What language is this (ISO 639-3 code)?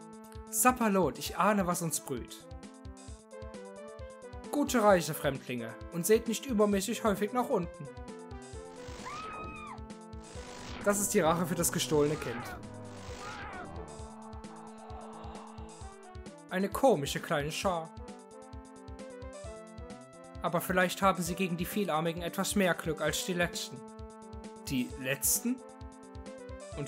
deu